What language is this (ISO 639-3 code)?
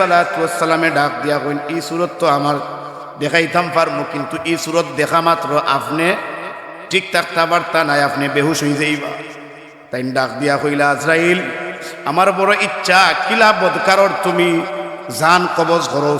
syl